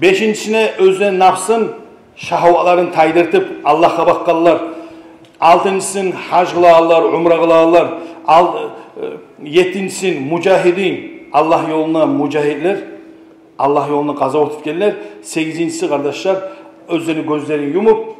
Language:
Kumyk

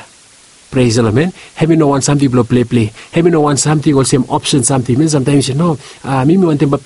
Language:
Bislama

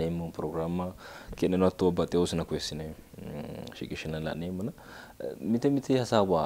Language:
Sidamo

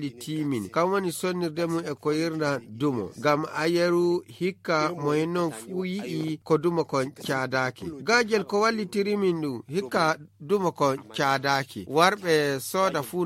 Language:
Nigerian Fulfulde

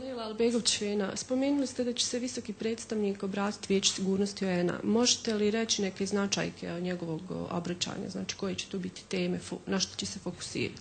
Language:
Bosnian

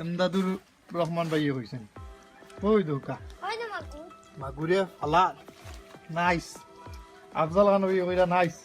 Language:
Sylheti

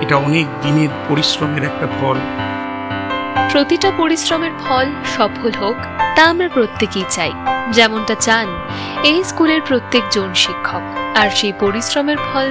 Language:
Bangla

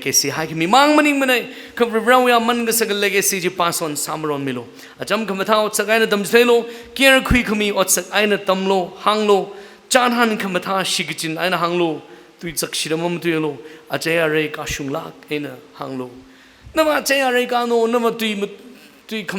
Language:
Tangkhul Naga (India)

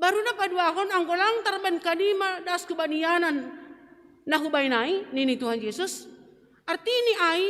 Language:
Batak Simalungun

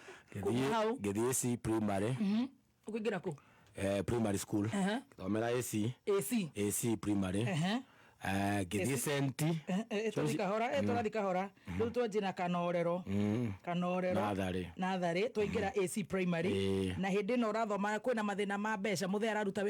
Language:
Kikuyu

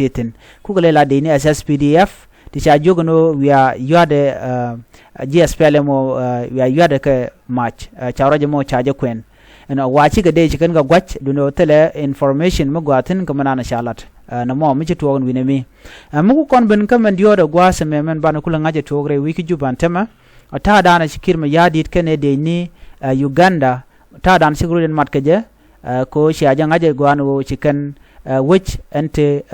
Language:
Nuer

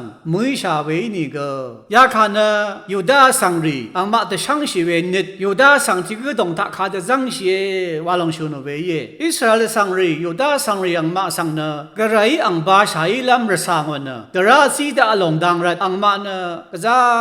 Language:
Rawang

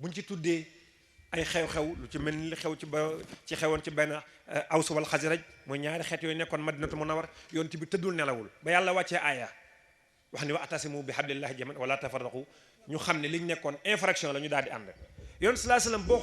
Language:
Wolof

